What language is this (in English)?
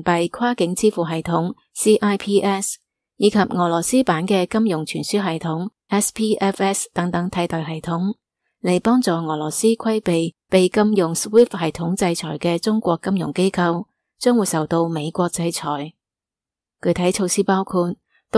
Cantonese